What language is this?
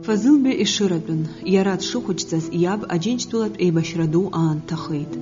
Abkhazian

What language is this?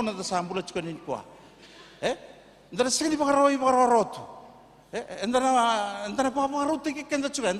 Fijian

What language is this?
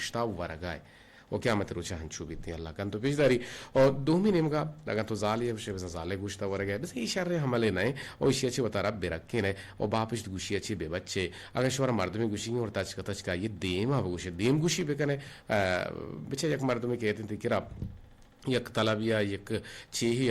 Eastern Balochi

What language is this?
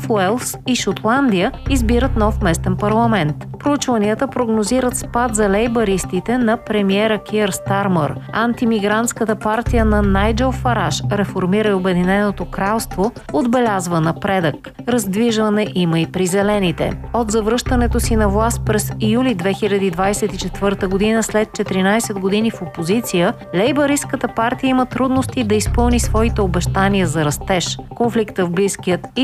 Bulgarian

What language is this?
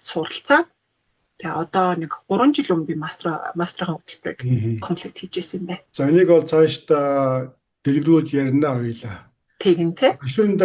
Mongolian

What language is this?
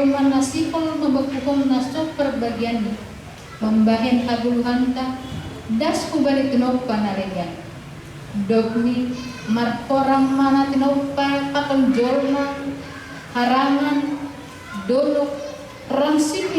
Batak Simalungun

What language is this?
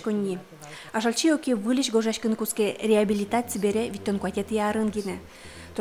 Udmurt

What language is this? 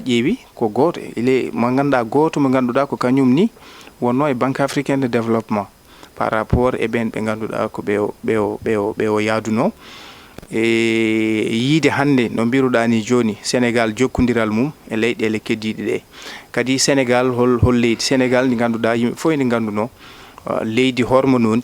Fula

